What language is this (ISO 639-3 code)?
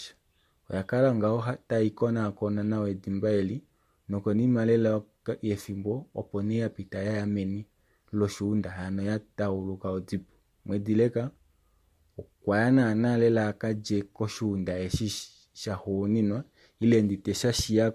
kua